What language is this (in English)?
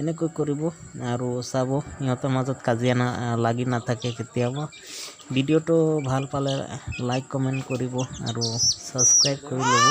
Assamese